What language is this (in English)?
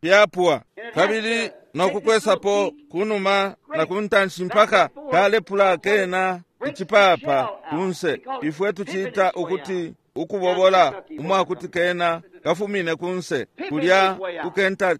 Bemba